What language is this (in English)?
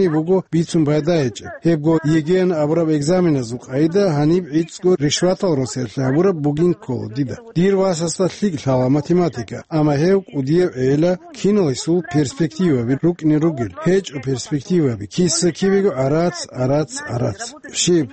Avaric